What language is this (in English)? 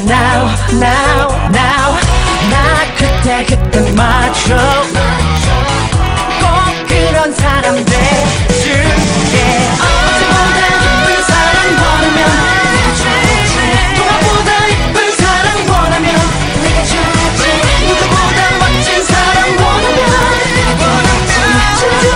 Korean